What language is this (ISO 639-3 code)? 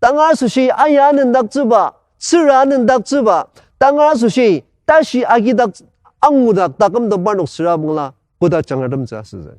njo